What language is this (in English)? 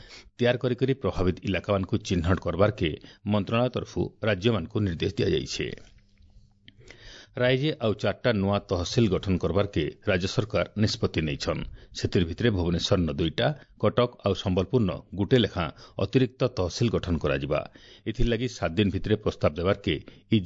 Odia